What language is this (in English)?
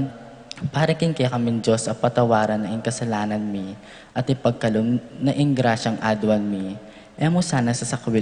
Pampanga